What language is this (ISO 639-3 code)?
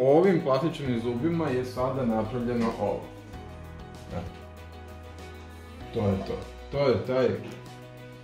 hrv